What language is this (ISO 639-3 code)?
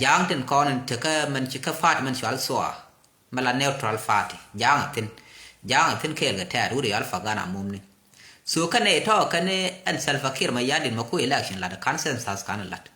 nus